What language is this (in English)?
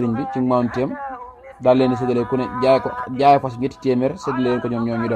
Wolof